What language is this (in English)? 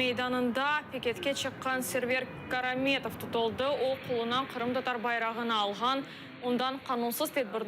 Crimean Tatar